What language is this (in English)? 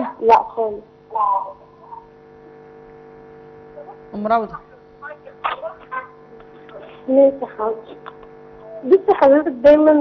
Egyptian Arabic